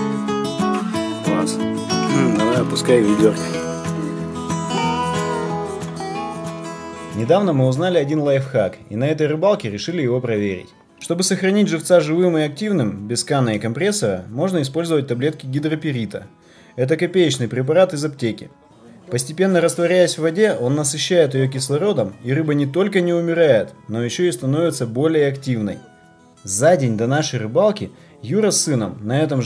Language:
Russian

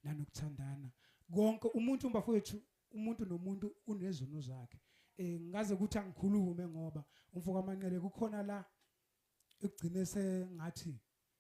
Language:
Zulu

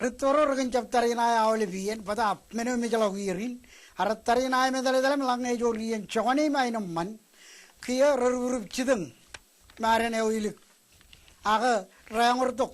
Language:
Marshallese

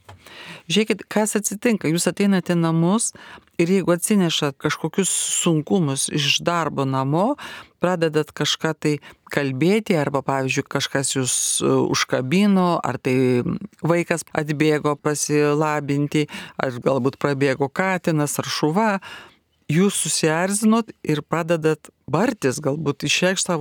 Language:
Lithuanian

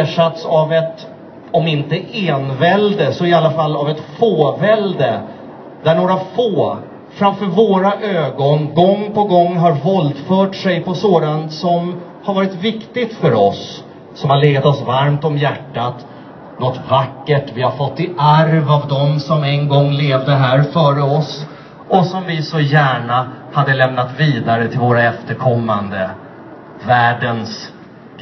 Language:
Swedish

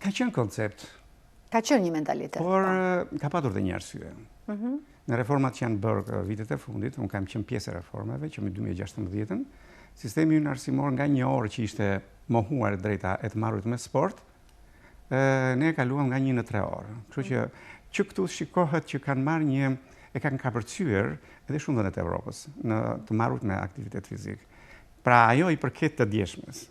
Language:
Albanian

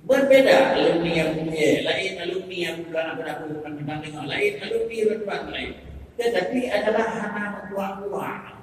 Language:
Achinese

